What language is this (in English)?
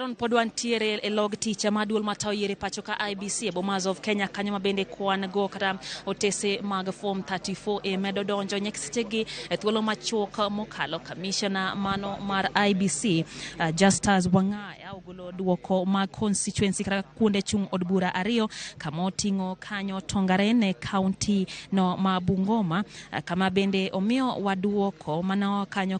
Luo (Kenya and Tanzania)